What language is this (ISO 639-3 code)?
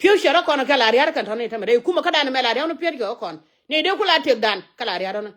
nus